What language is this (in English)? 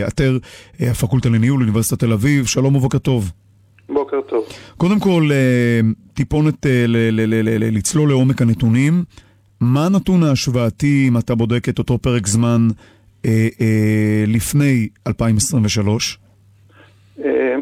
Hebrew